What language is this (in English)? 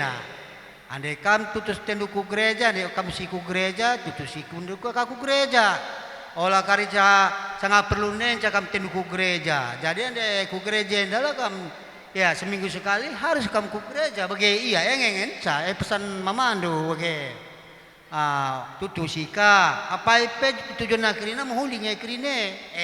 Batak Karo